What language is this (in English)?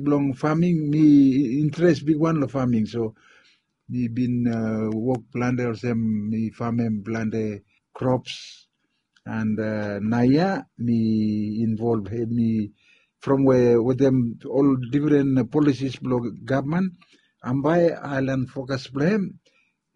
Bislama